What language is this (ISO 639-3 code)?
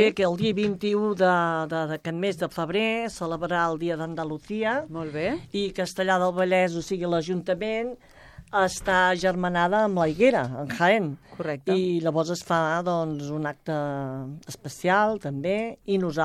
cat